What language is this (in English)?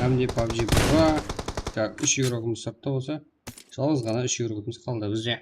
Kara-Kalpak